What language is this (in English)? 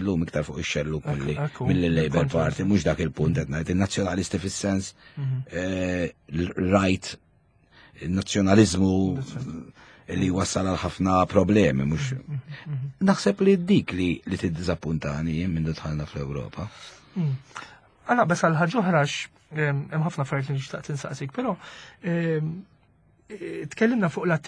Maltese